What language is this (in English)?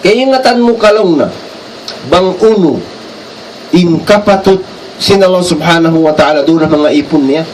Tausug